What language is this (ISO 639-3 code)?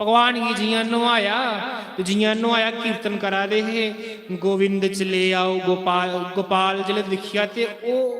doi